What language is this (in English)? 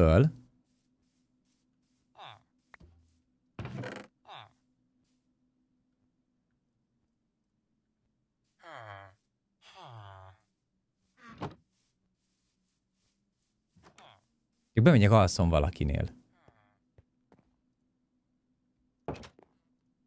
Hungarian